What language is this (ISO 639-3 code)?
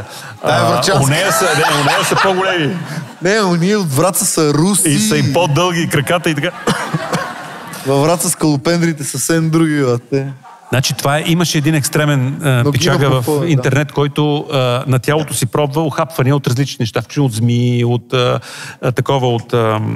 bul